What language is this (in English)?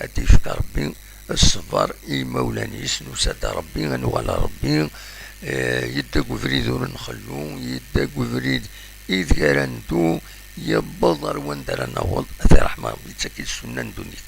Kabyle